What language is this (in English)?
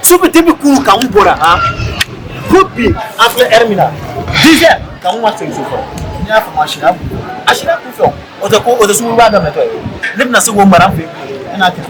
Bambara